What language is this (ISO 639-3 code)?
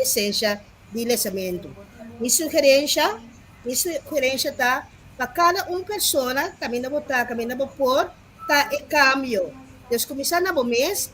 pap